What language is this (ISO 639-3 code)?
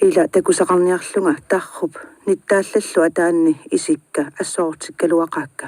kal